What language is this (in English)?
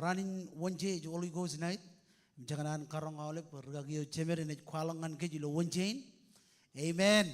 Marshallese